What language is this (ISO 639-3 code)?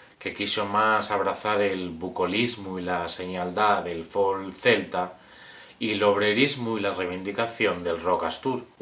ast